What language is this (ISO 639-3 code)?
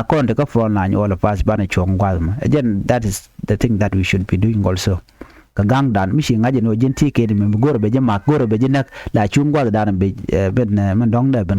nus